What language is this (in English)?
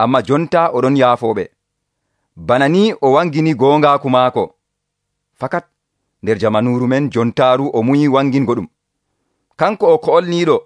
Nigerian Fulfulde